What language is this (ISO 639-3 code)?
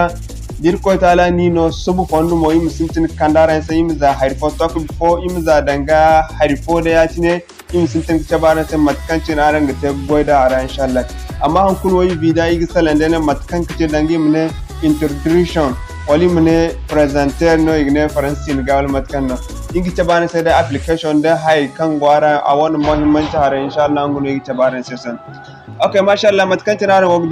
dje